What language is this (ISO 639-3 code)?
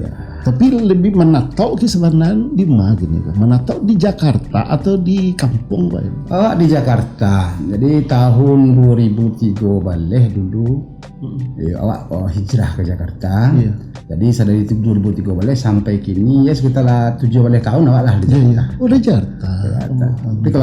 min